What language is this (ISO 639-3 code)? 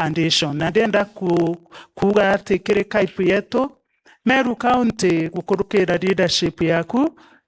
mer